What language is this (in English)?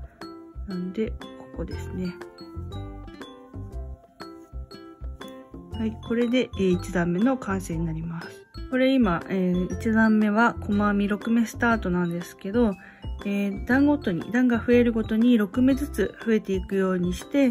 Japanese